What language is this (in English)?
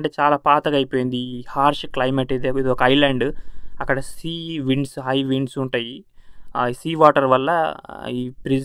Telugu